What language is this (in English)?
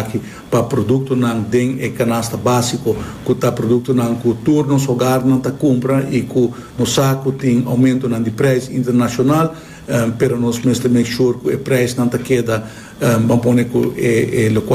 Papiamento